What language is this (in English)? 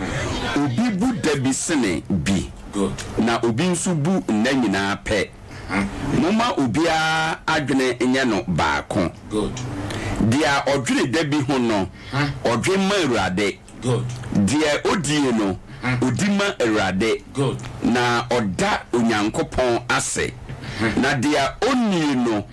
Akan